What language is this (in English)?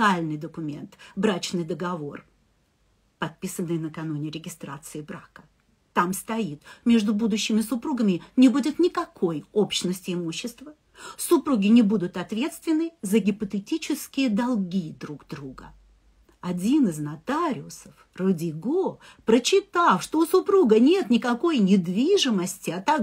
Russian